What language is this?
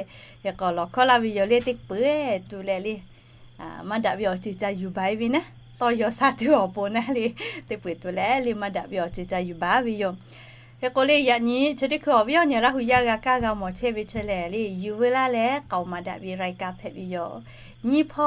Lahu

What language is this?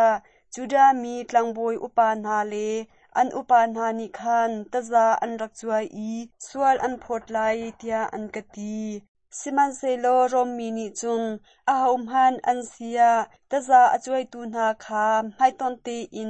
Hakha Chin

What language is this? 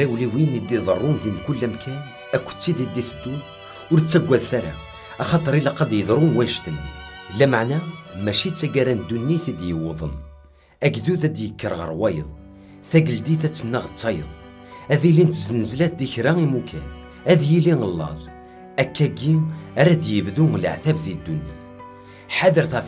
Kabyle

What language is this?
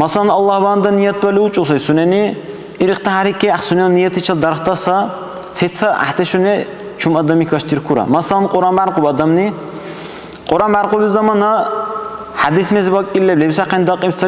Dargwa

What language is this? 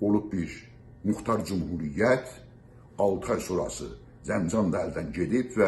South Azerbaijani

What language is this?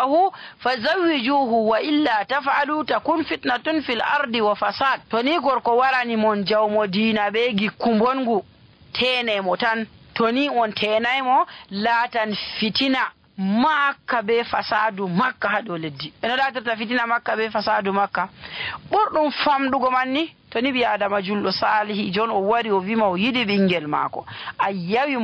Nigerian Fulfulde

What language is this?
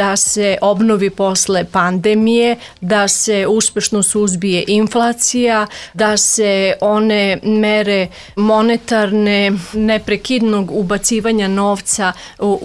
Serbian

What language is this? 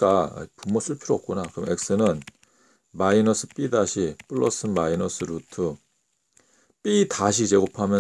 Korean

